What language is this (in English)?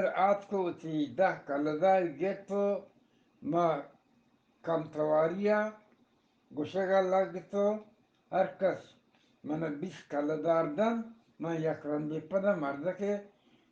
Eastern Balochi